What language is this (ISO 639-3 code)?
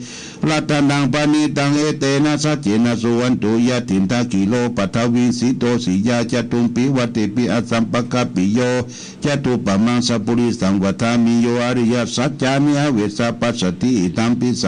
pli